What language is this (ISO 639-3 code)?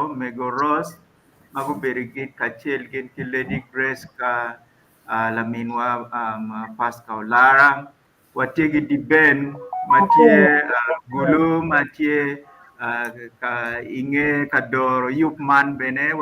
ach